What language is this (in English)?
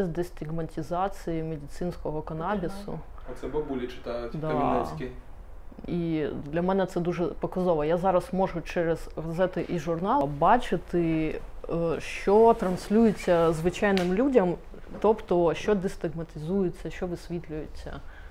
Ukrainian